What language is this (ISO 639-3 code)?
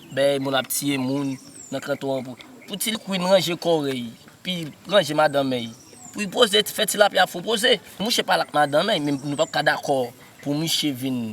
hat